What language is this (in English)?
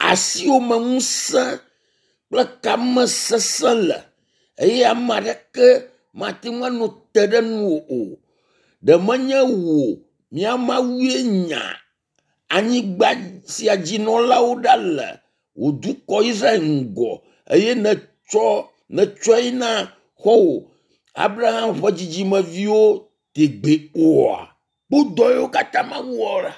Ewe